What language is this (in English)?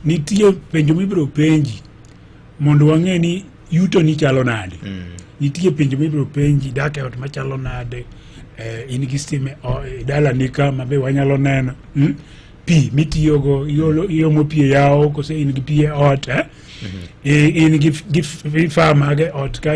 Luo (Kenya and Tanzania)